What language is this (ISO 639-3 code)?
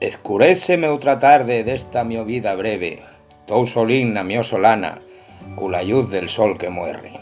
ast